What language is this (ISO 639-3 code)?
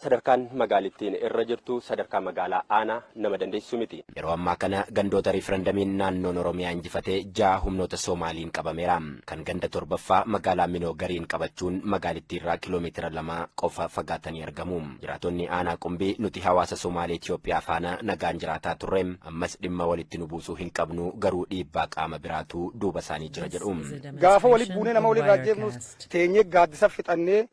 orm